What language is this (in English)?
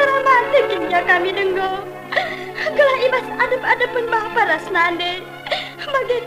Batak Karo